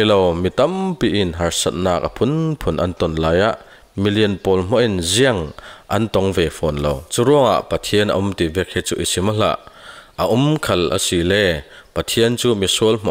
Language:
Falam Chin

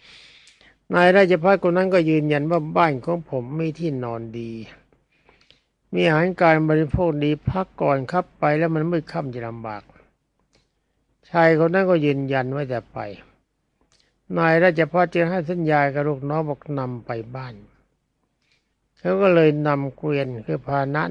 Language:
Thai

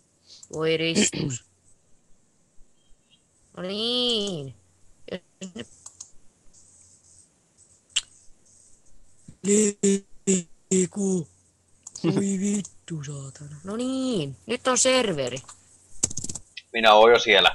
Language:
Finnish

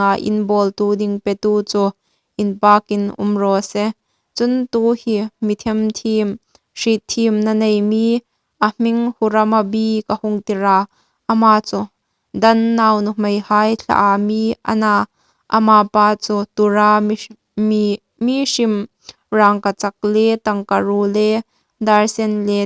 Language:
Hmar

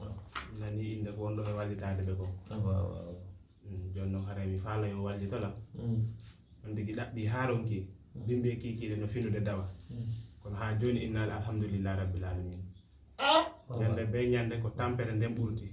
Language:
Fula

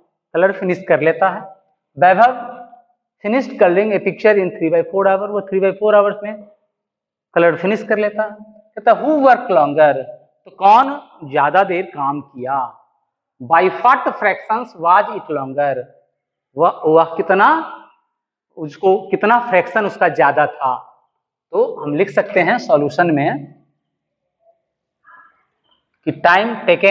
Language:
Hindi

